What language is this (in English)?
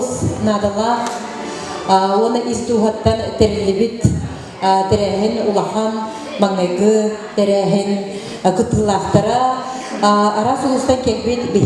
Yakut